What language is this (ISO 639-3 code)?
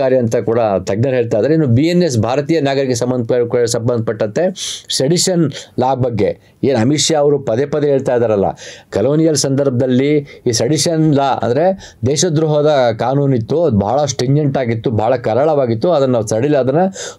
kan